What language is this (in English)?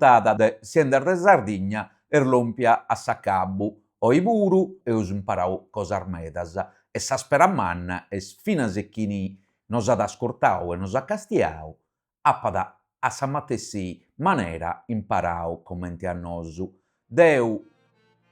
Sardinian